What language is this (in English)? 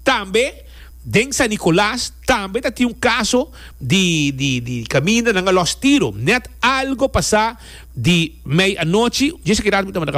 Papiamento